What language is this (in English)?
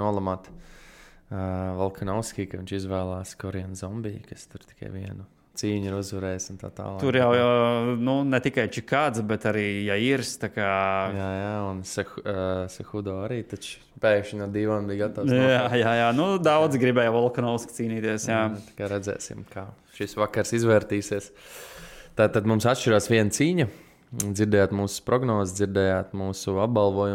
Latvian